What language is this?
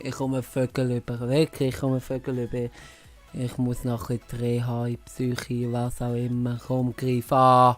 Swiss German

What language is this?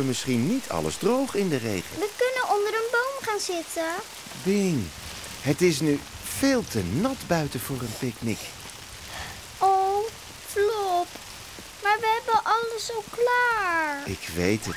Dutch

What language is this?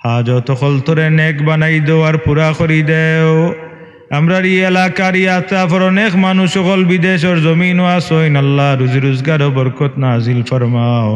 Sylheti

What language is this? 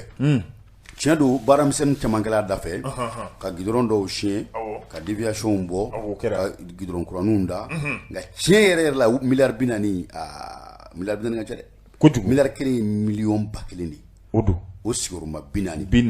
Bambara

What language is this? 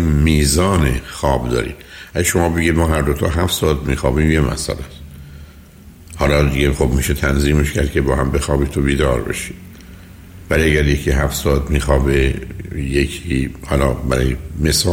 Persian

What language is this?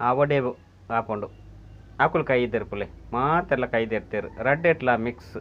Tulu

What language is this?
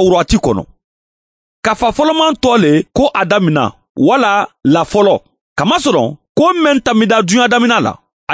Mandingo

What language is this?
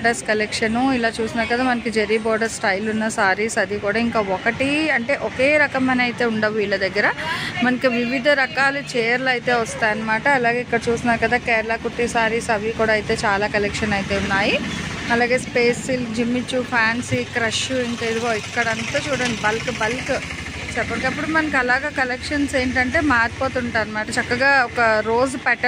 Telugu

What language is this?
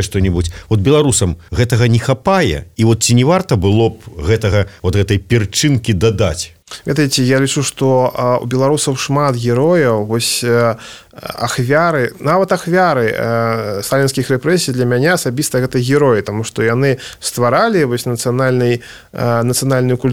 Belarusian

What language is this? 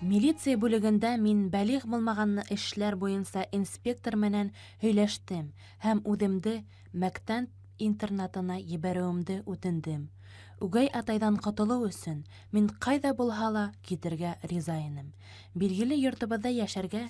Bashkir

